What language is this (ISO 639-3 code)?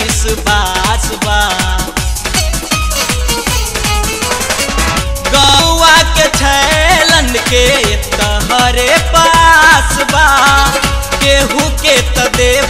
bho